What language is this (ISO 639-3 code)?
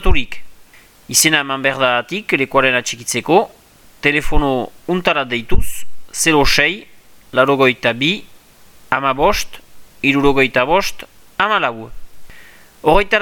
eus